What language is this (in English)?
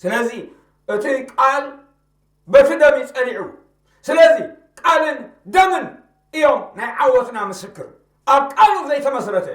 Tigrinya